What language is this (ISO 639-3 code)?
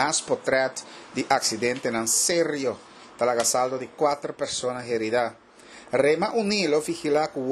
pap